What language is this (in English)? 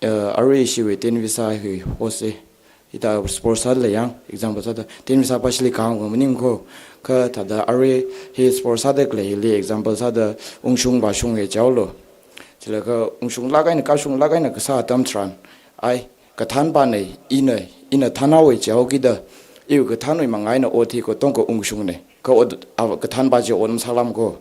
Tangkhul Naga (India)